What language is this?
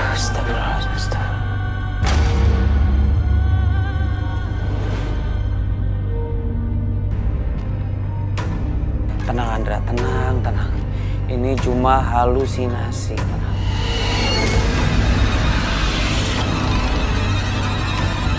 Indonesian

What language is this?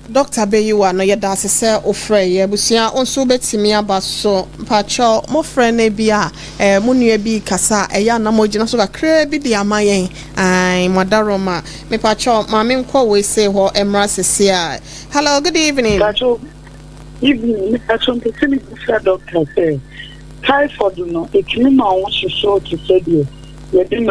Akan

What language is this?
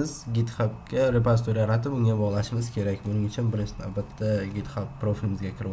Uzbek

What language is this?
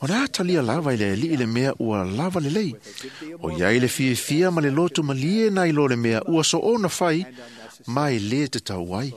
Samoan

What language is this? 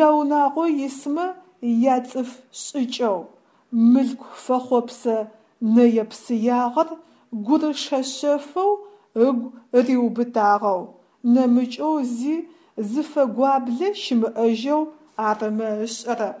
Adyghe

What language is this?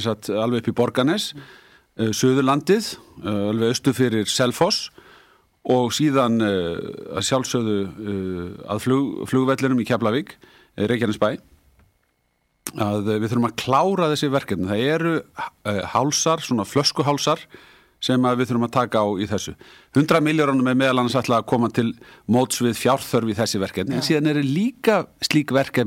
Icelandic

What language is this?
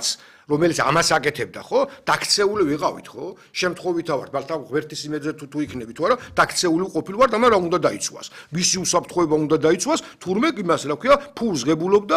Georgian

